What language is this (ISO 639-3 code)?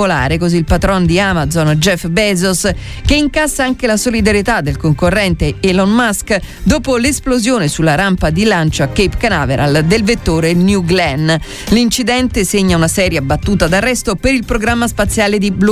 ita